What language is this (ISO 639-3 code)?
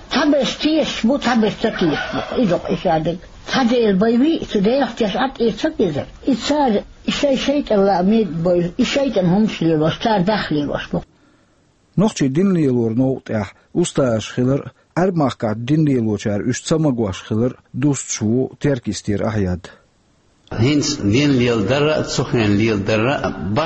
che